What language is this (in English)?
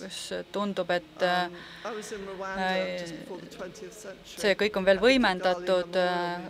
Estonian